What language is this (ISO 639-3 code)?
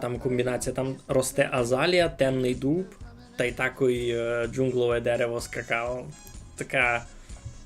rue